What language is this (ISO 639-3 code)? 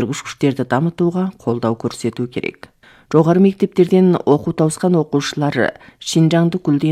kaz